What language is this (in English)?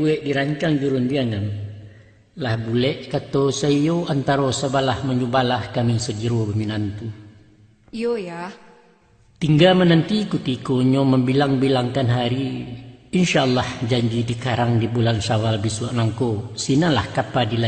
Minangkabau